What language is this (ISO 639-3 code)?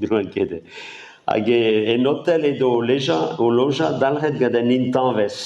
bre